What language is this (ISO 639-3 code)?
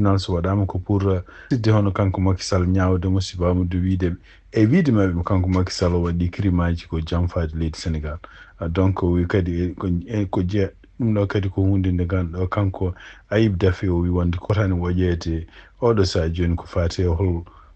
ful